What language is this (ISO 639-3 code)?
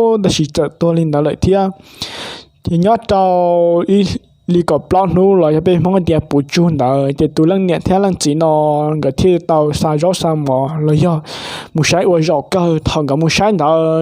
hmn